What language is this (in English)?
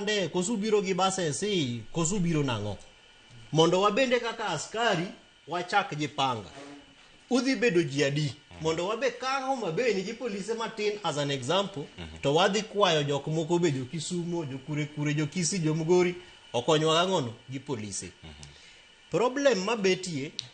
Luo (Kenya and Tanzania)